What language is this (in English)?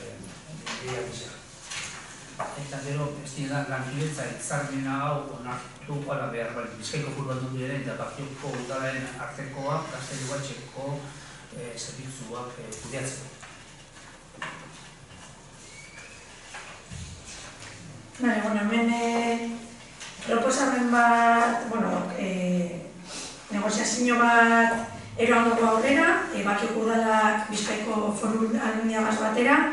Basque